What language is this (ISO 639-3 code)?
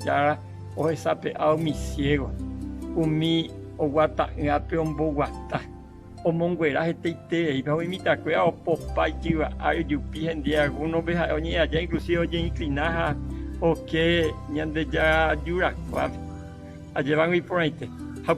grn